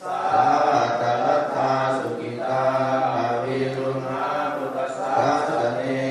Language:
Pali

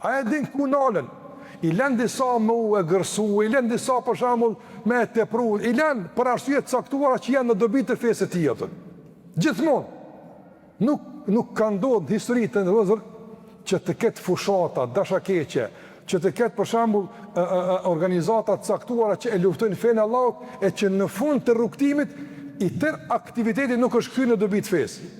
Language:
Albanian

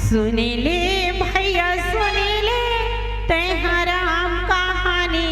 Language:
Chhattisgarhi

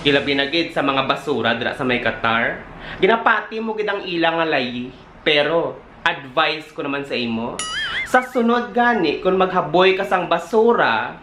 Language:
Hiligaynon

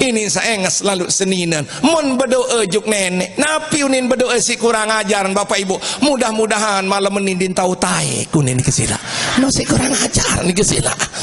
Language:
Sasak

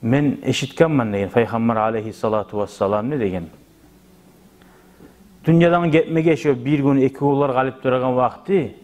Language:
Kumyk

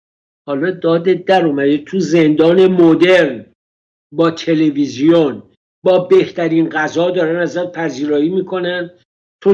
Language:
Persian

